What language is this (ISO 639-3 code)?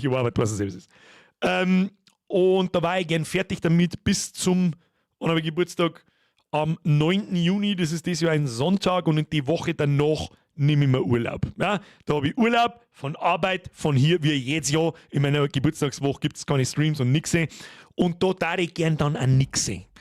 bar